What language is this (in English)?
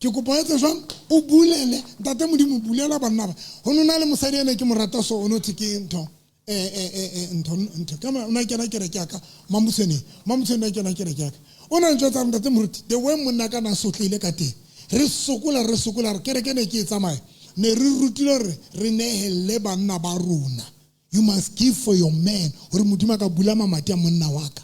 Southern Sotho